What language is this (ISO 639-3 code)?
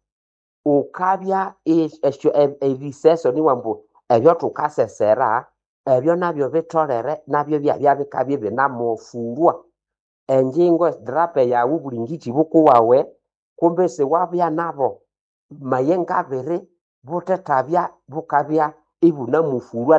nnb